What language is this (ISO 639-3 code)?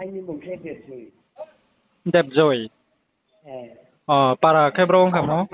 ria